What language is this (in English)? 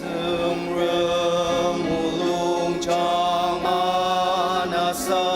Ao Naga